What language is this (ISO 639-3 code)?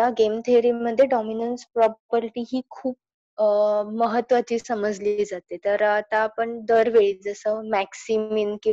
mar